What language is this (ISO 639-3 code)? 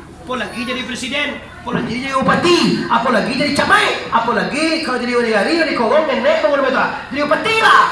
min